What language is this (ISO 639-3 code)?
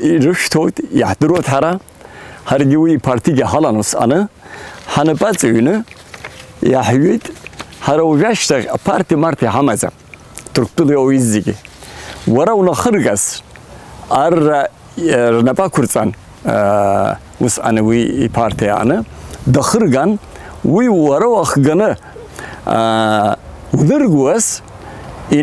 abk